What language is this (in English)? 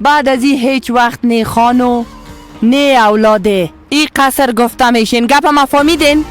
Persian